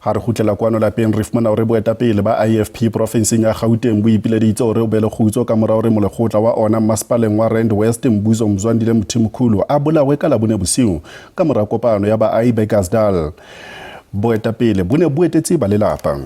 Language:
Southern Sotho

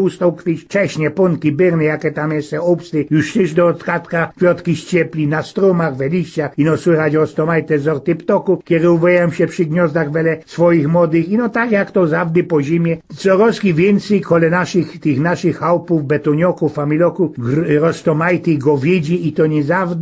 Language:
Silesian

